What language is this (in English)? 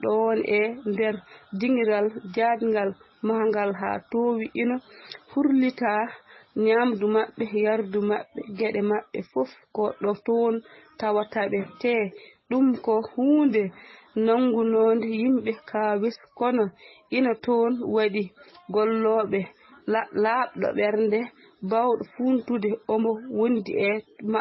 Fula